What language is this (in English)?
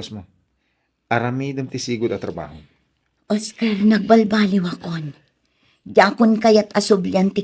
Iloko